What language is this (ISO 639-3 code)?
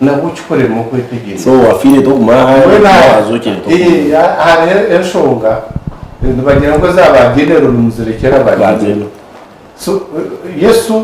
nyn